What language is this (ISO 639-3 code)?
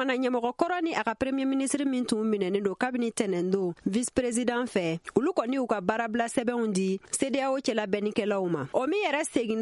bam